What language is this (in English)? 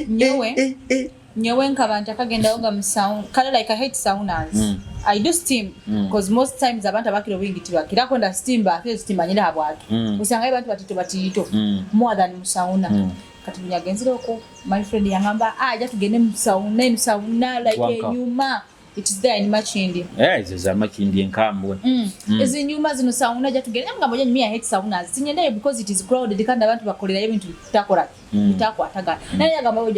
Nyoro